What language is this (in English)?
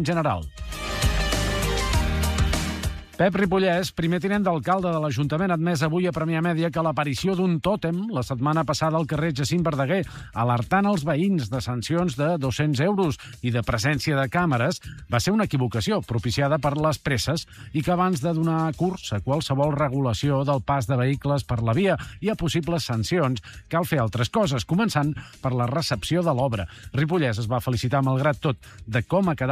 Catalan